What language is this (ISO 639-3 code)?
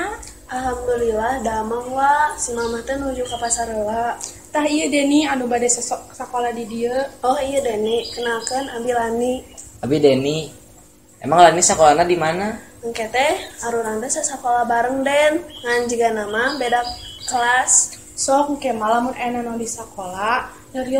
sun